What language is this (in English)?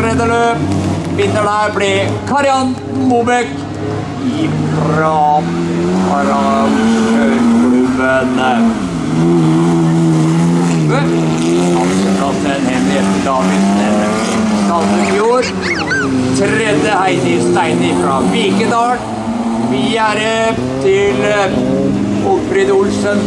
Norwegian